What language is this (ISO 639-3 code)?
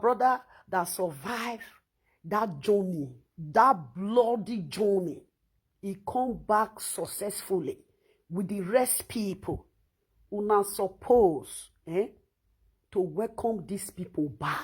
pcm